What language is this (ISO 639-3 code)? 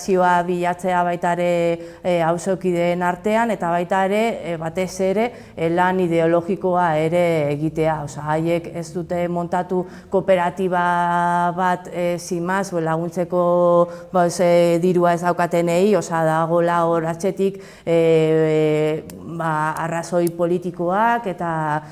eus